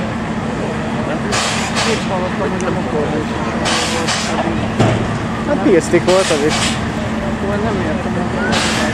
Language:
Hungarian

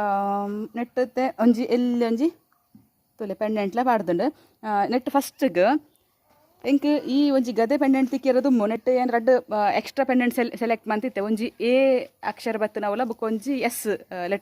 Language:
Tulu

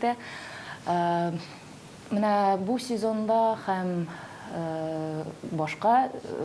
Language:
Tatar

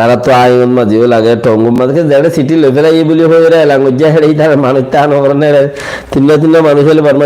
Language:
Rohingya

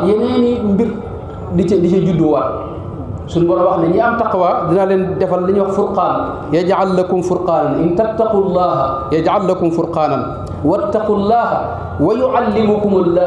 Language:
Wolof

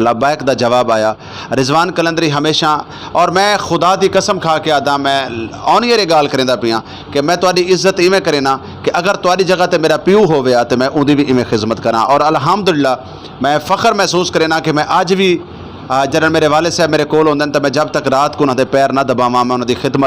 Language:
Saraiki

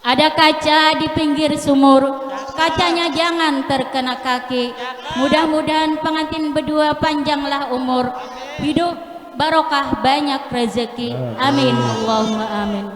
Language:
Banjar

